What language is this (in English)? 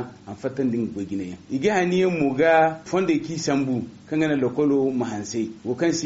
Zarma